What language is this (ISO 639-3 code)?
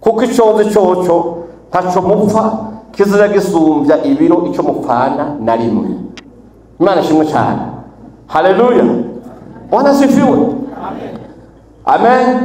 run